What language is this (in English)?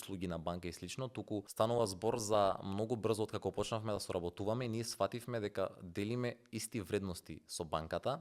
Macedonian